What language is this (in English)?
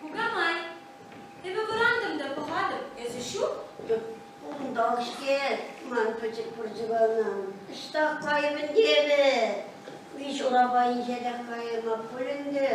Chuvash